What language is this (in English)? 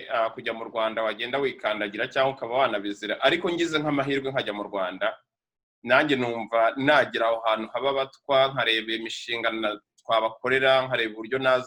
Kinyarwanda